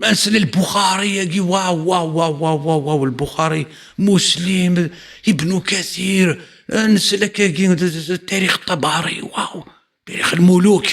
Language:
Kabyle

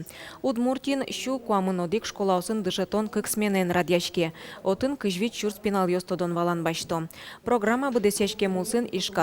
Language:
Udmurt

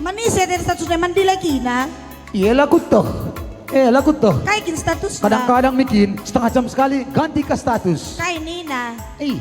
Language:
Batak Karo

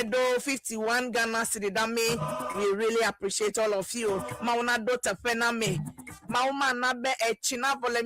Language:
Ewe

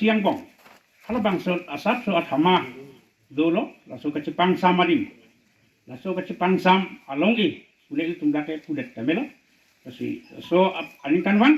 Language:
Karbi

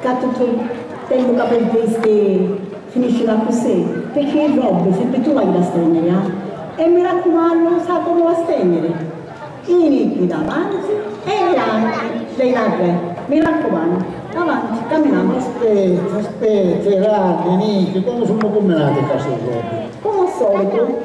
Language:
Sicilian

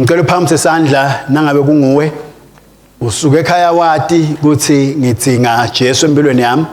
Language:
Swati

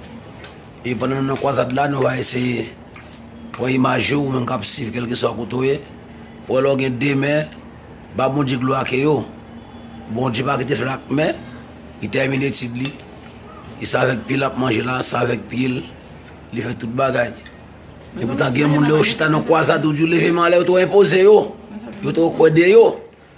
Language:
Haitian Creole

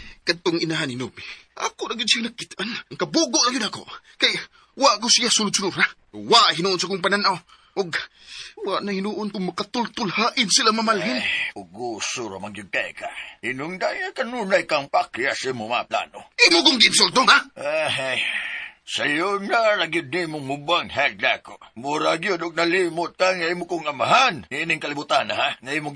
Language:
Cebuano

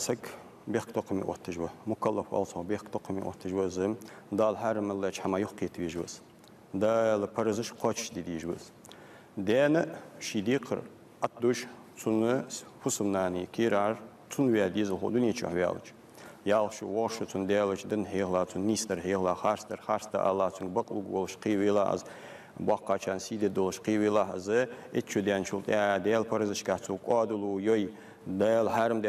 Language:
Ingush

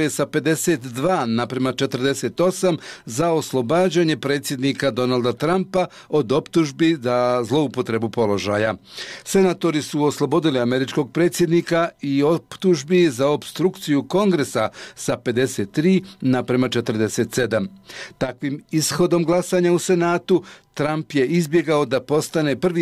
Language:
Bosnian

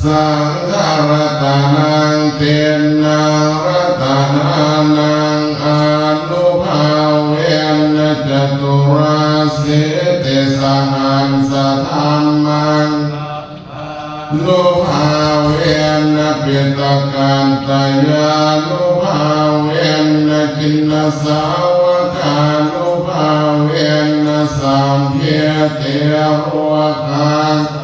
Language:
Pali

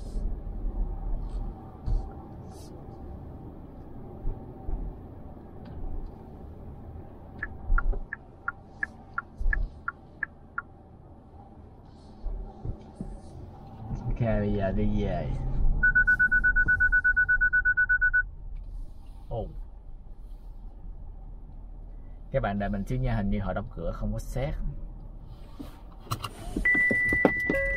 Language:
Vietnamese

